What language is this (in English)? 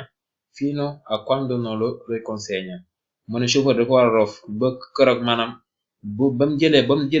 Wolof